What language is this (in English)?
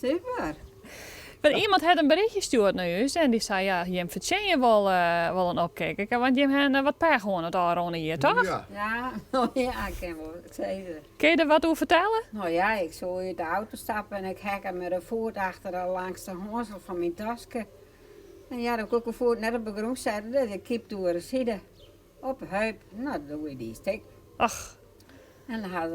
Western Frisian